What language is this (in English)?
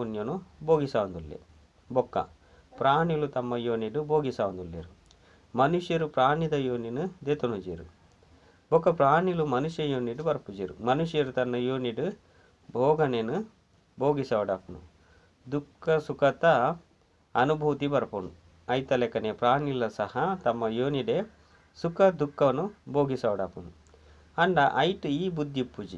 Tulu